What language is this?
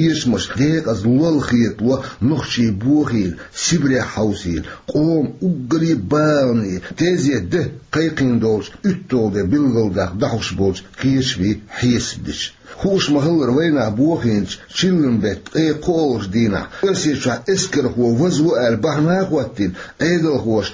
Chechen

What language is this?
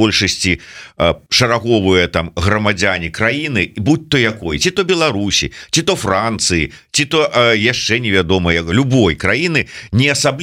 Belarusian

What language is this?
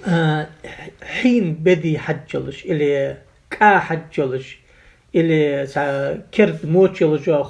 Ingush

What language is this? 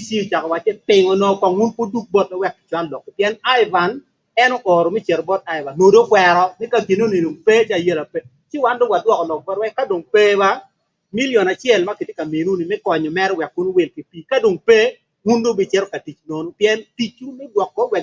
Acoli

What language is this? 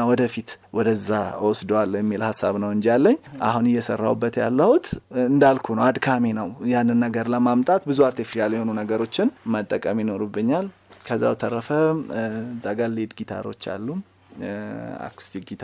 Amharic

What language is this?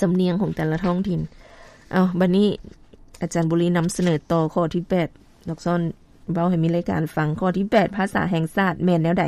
Lao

